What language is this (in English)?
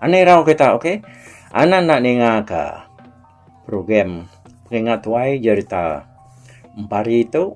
Iban